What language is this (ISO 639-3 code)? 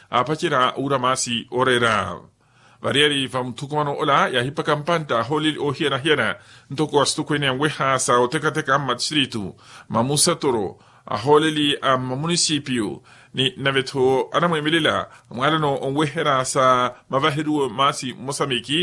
vmw